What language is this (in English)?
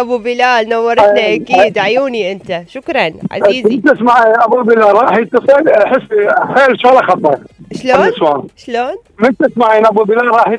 Mesopotamian Arabic